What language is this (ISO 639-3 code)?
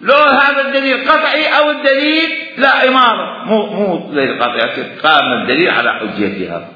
acm